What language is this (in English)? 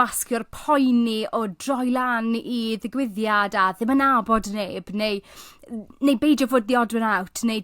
Welsh